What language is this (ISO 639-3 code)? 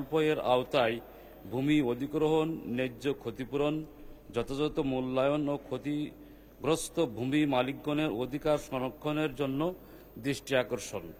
ben